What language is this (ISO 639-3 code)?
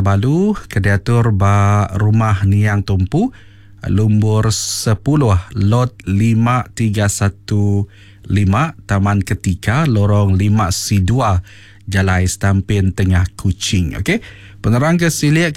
iba